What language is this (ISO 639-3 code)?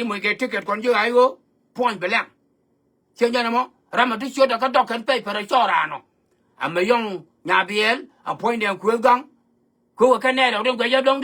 nus